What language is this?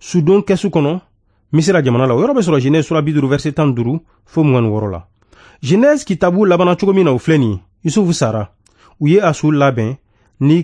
Bambara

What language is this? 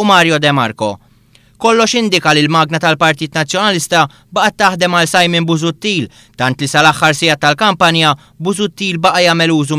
Maltese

